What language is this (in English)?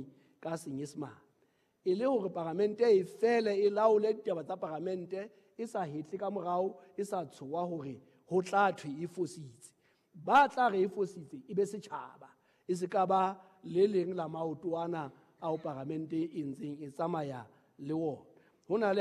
Southern Sotho